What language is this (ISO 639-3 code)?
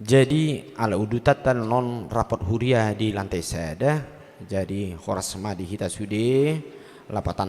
bbc